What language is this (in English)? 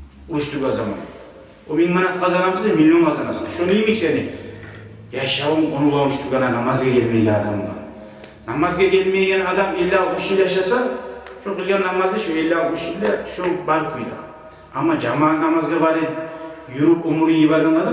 Kumyk